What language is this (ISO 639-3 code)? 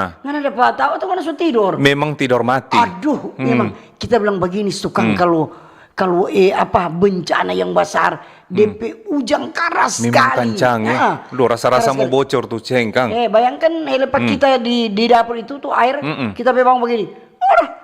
xmm